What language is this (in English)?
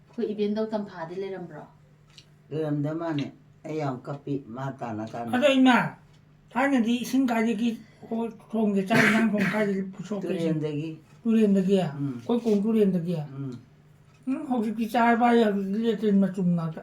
Manipuri